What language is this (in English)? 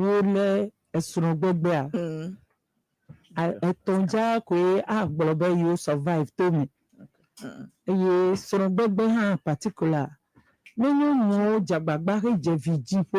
Ewe